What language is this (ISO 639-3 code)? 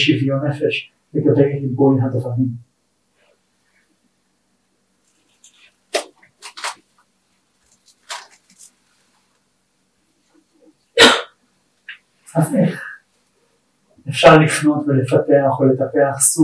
heb